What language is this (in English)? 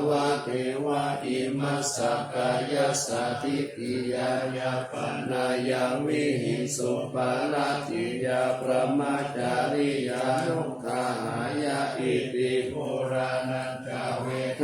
Pali